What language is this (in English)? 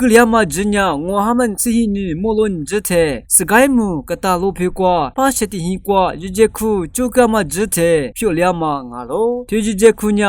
Lisu